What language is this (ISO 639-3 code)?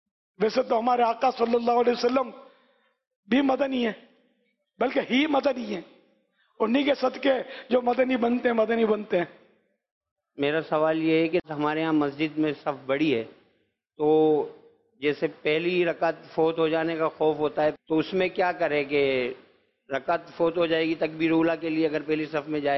urd